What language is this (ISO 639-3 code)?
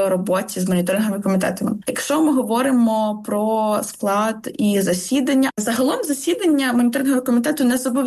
ukr